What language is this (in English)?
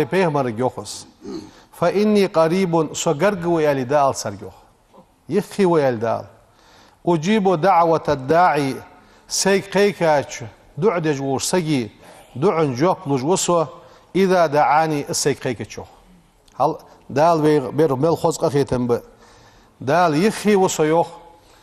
Ingush